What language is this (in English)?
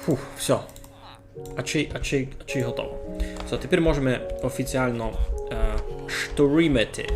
Rusyn